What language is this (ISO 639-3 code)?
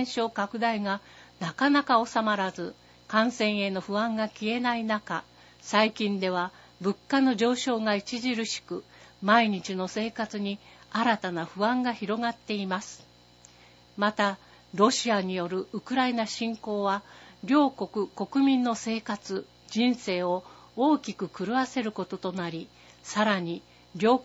jpn